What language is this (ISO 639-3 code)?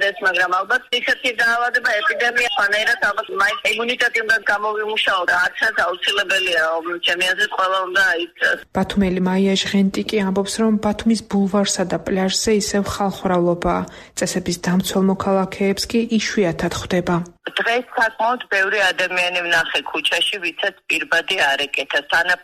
kat